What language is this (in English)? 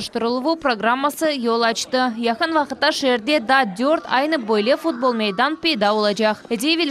Crimean Tatar